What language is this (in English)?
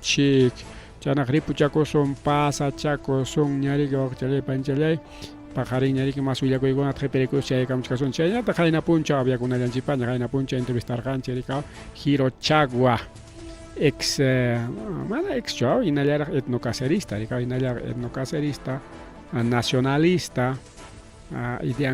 Ayacucho Quechua